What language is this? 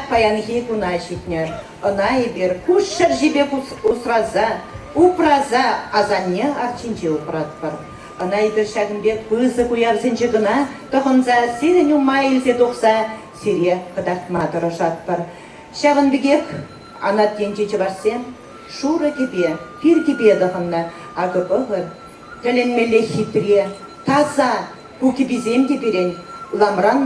Chuvash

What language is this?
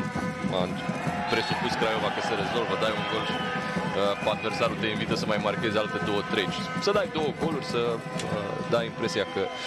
Romanian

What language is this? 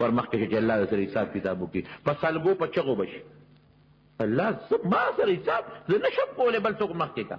Pashto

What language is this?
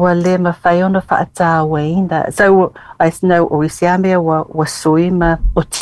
Samoan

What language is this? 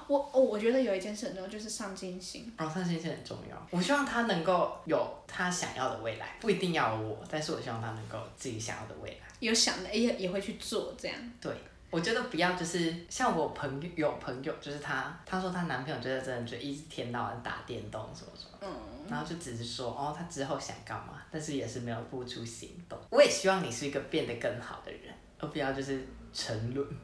Chinese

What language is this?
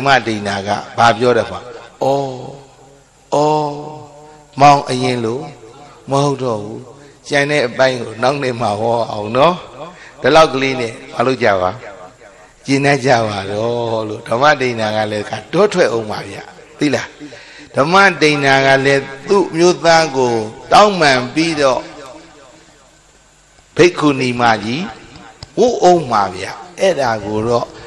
Burmese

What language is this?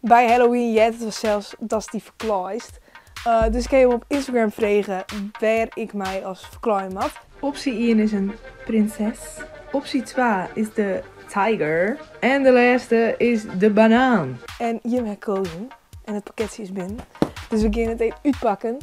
Western Frisian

